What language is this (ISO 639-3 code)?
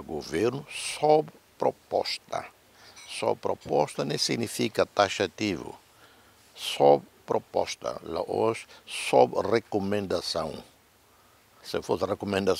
tet